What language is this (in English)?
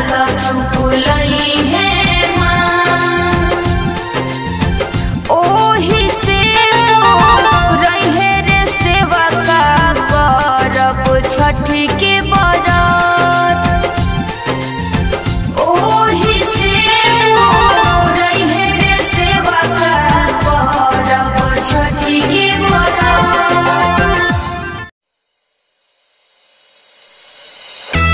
Bhojpuri